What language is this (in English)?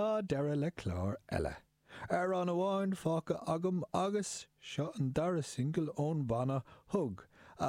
Irish